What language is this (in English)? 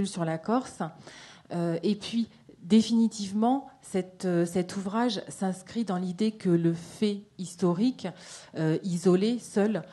French